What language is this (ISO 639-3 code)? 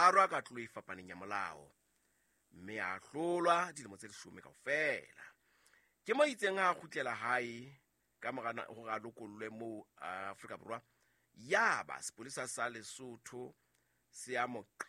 sot